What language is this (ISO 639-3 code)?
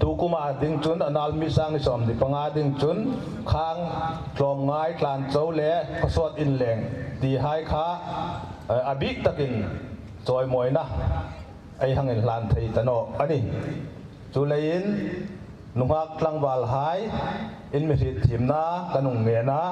hmr